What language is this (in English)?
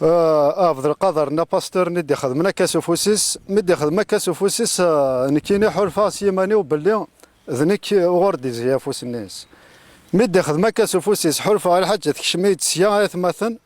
Kabyle